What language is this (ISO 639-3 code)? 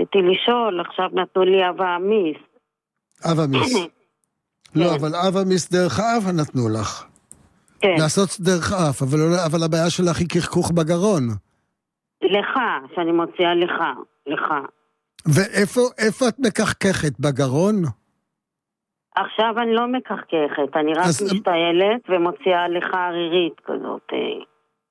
heb